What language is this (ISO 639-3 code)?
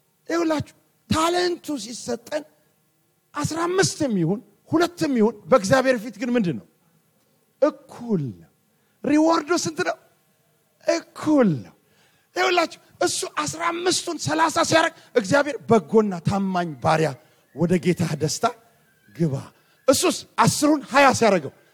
amh